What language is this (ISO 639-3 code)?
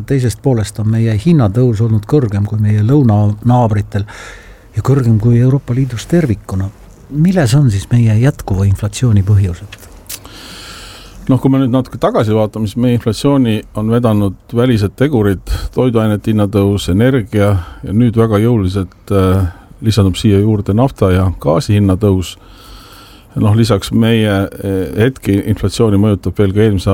est